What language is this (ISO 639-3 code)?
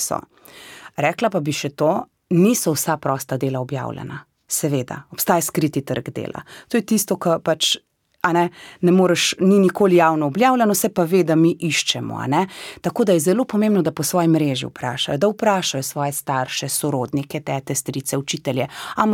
slv